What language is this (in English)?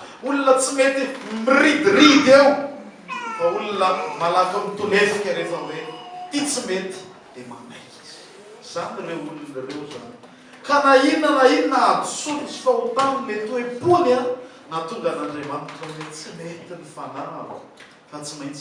Malagasy